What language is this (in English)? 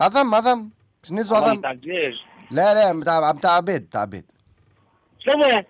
Tunisian Arabic